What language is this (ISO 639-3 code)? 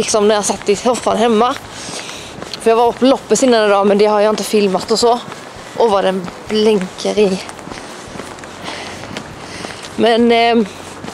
swe